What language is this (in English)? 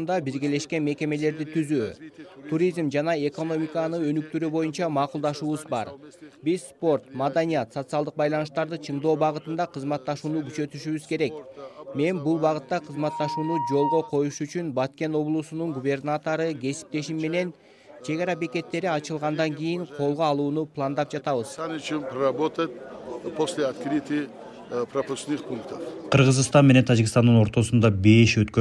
Kyrgyz